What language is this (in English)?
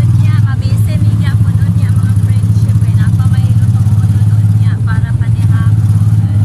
Cebuano